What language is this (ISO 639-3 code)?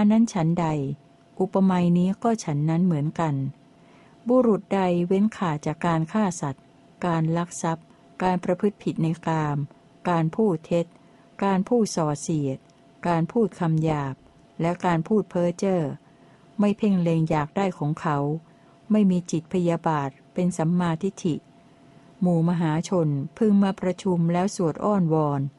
tha